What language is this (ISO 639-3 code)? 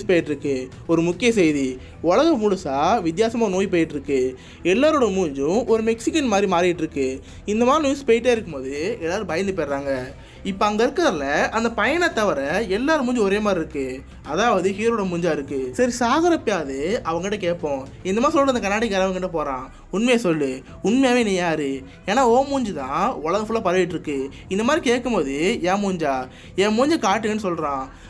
tam